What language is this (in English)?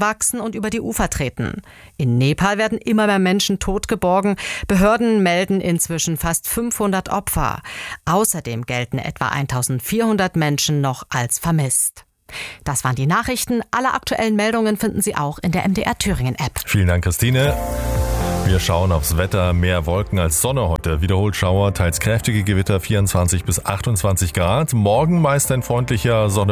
German